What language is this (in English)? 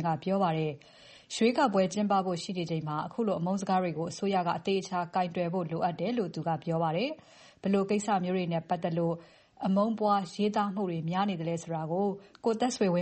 Burmese